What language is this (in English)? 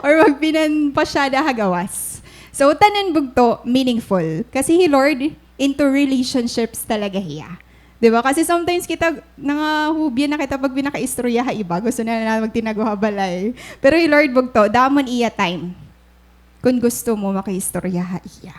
Waray